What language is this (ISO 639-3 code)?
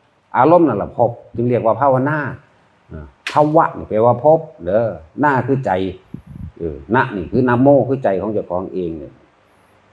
tts